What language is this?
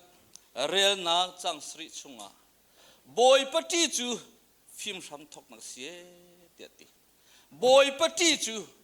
Hakha Chin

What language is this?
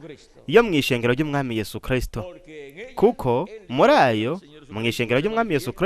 Rundi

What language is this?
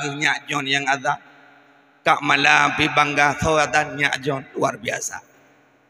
Achinese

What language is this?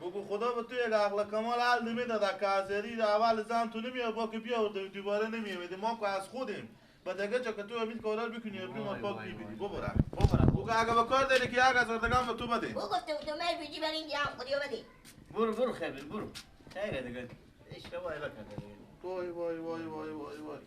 Persian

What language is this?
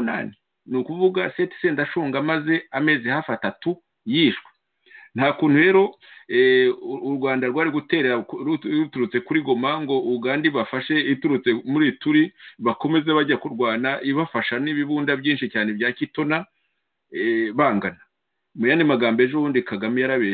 Kinyarwanda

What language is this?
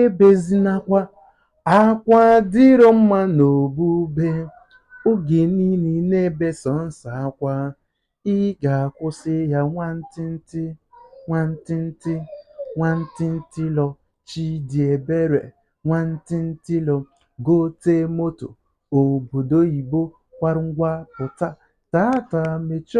Igbo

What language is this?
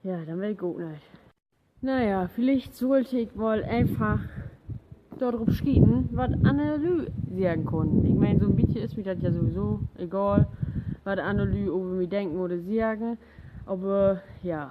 Low German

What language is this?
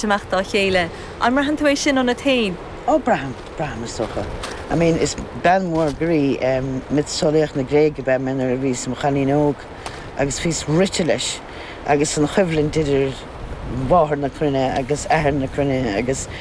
Irish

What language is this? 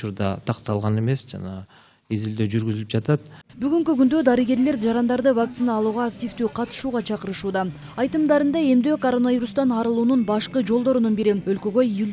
Kyrgyz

